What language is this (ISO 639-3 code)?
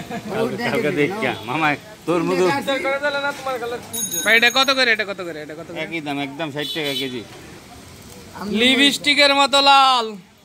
ben